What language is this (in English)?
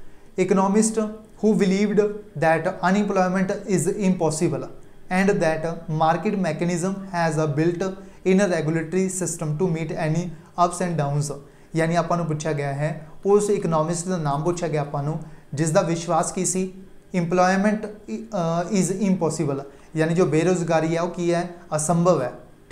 Punjabi